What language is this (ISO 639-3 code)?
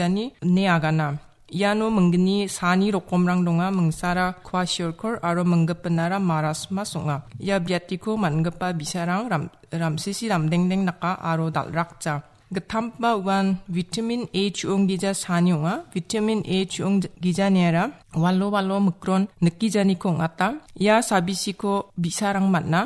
grt